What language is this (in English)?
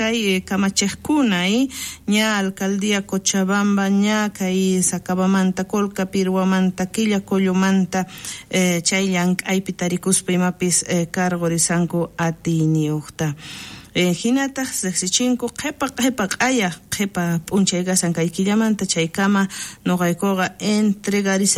South Bolivian Quechua